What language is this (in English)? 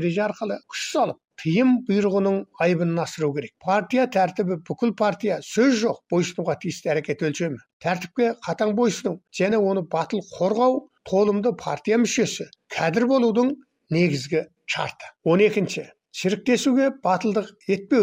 Kazakh